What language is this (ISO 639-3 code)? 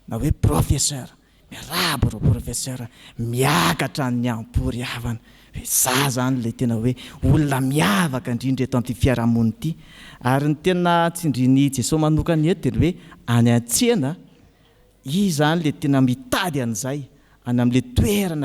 mlg